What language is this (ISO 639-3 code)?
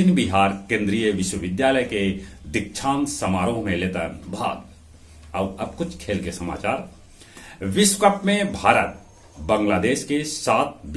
mag